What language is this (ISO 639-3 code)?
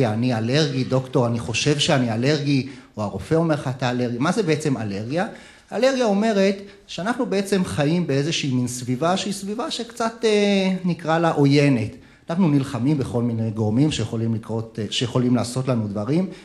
heb